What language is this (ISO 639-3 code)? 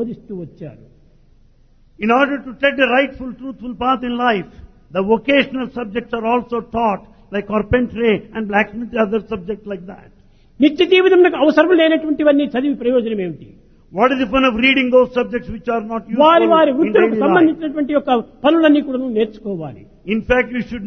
tel